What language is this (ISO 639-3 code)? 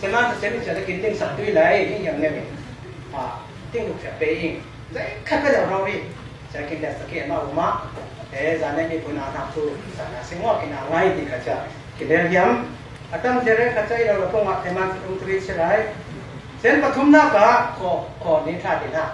cfm